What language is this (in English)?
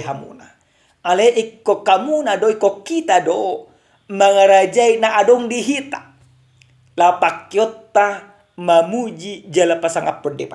Batak Toba